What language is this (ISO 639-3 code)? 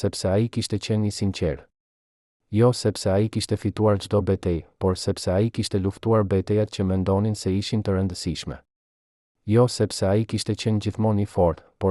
sqi